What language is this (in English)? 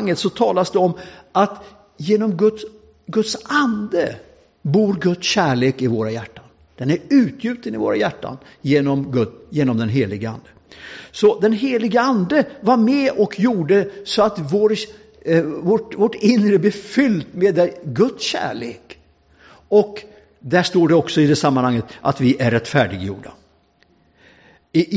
Swedish